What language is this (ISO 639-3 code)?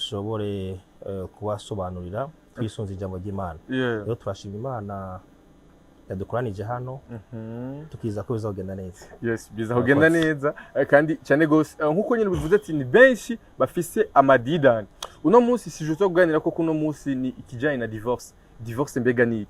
run